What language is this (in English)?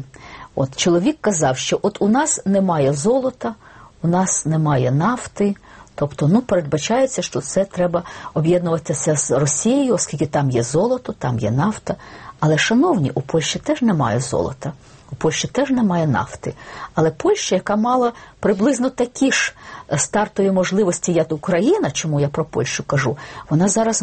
Ukrainian